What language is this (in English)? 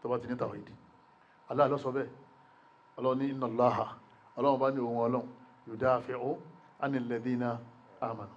Yoruba